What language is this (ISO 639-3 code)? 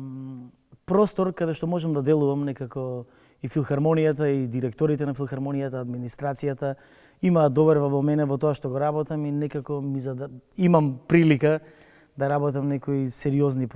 mkd